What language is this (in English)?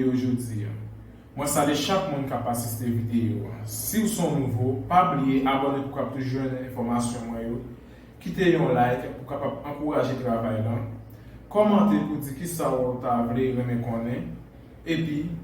Haitian Creole